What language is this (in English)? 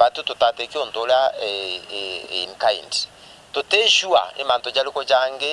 Meru